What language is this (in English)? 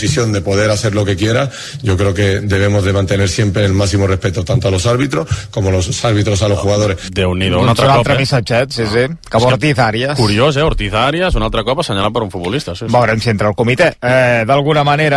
Catalan